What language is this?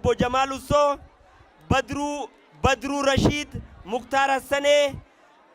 Oromo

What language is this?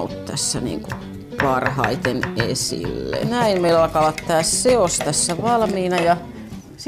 Finnish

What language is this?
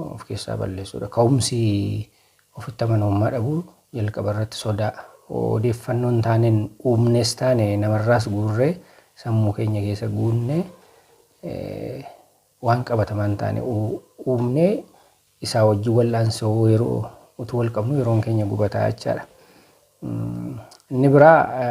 Oromo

